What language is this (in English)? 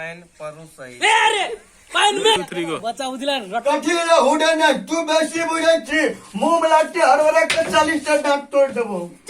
Maithili